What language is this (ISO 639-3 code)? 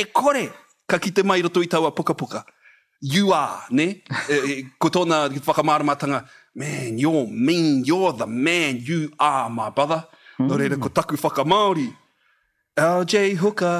mri